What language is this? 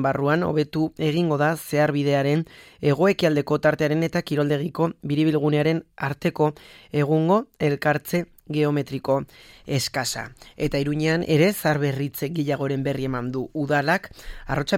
Basque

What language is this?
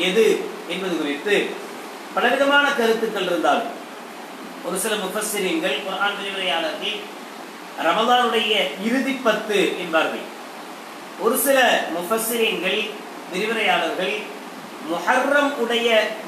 Tamil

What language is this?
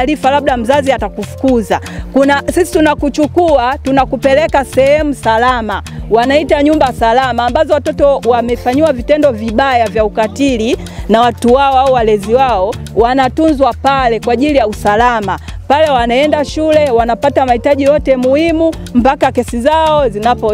Swahili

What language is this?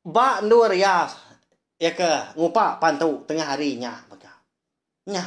Iban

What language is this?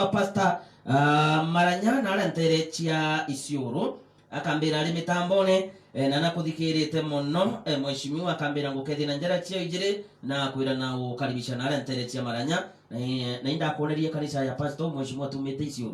Meru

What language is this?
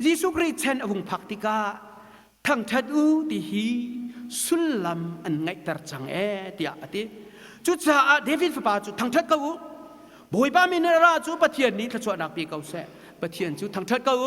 Hakha Chin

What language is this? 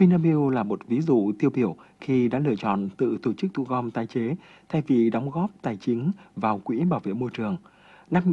Vietnamese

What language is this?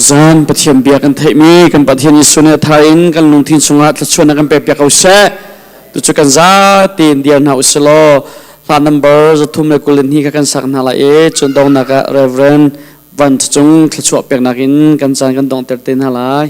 Hakha Chin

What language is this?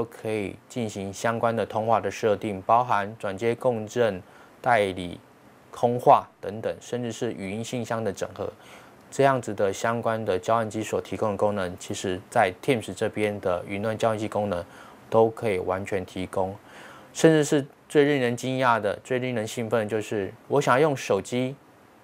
Chinese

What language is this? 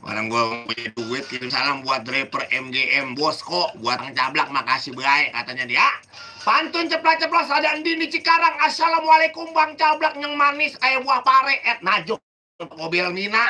Betawi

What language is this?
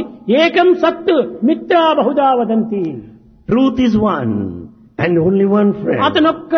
Telugu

